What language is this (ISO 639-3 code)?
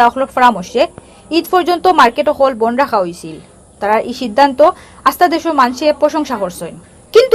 syl